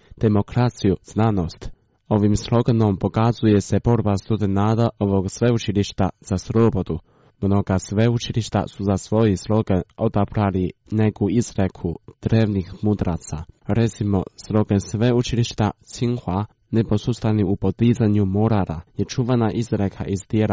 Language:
Croatian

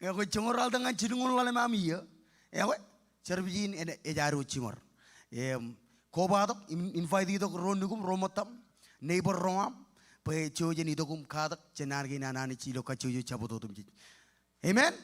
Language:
Marshallese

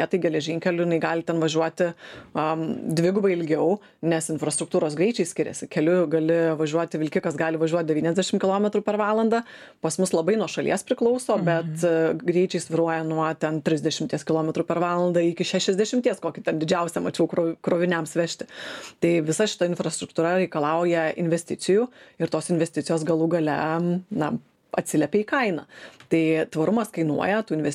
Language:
Lithuanian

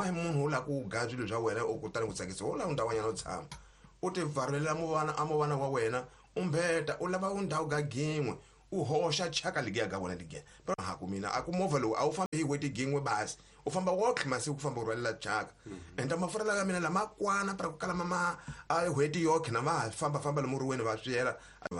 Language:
Tsonga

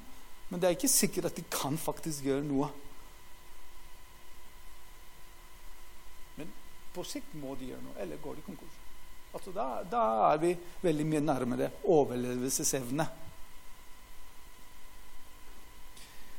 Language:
Norwegian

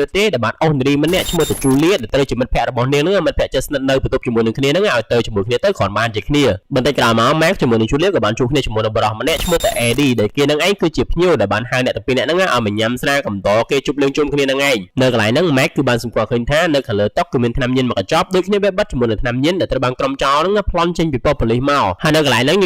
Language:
Khmer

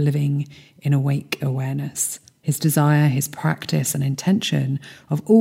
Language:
English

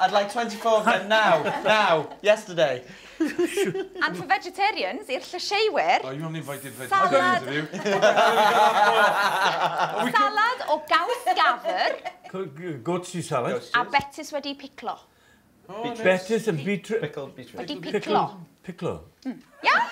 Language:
Welsh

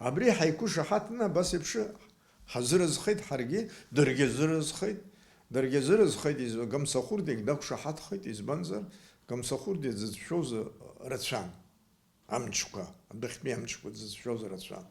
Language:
Abkhazian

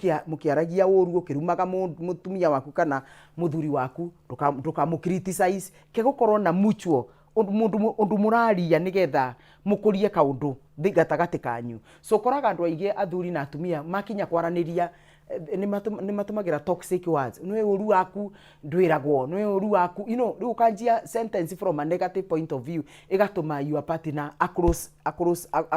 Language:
Kikuyu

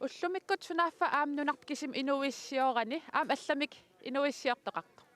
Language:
Kalaallisut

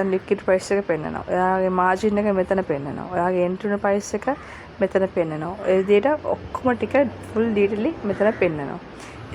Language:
Sinhala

